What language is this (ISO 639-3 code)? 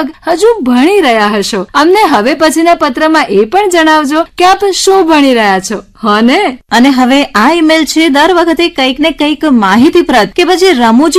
guj